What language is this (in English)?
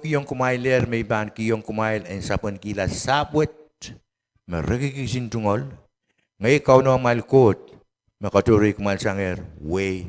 Pohnpeian